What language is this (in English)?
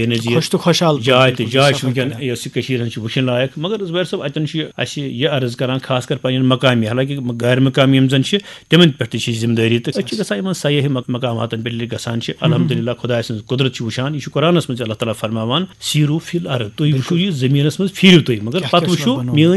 Kashmiri